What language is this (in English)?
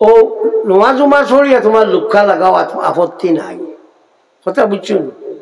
Sylheti